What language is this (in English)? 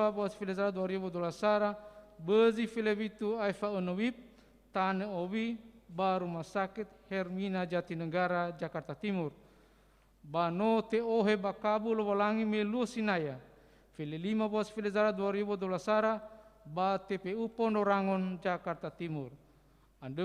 Nias